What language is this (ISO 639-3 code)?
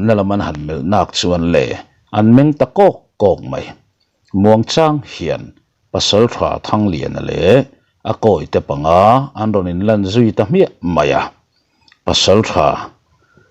lus